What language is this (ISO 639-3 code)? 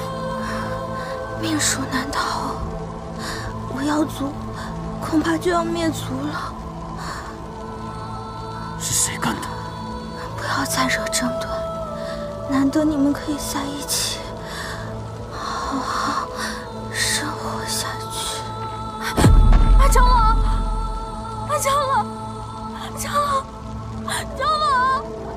zho